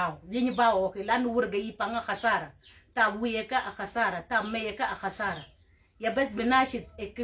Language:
Mabaan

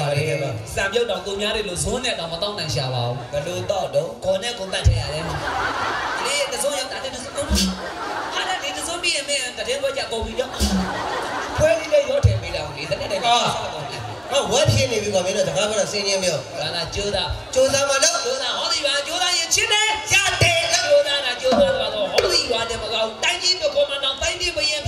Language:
Burmese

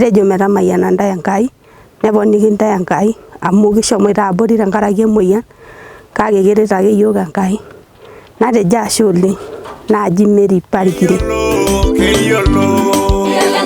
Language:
Masai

